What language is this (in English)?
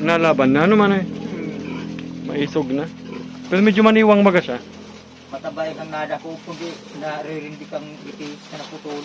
Bikol